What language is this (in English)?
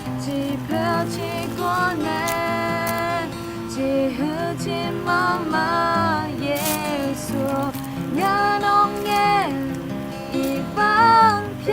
Akha